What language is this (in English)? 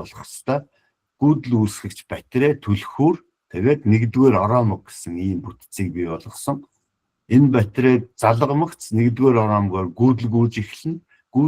Mongolian